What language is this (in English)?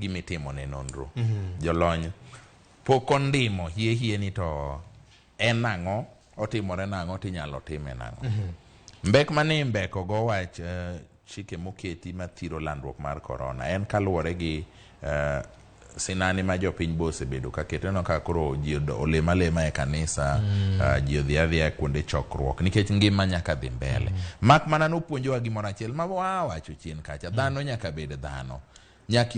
Luo (Kenya and Tanzania)